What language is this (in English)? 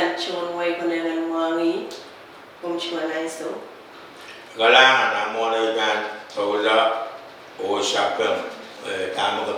Pohnpeian